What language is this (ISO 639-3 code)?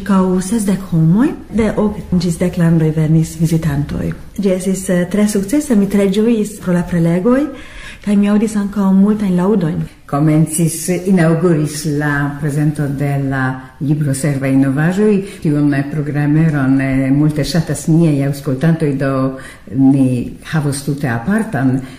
epo